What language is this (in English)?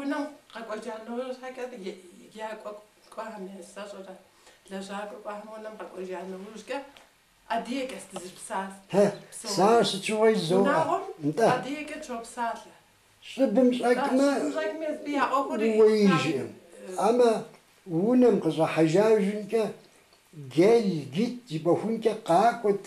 Kabardian